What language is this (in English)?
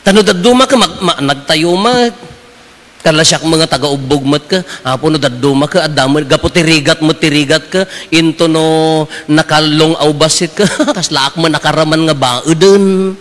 Iloko